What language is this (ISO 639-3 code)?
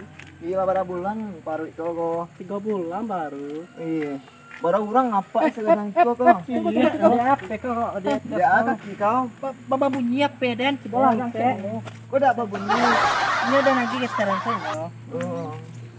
min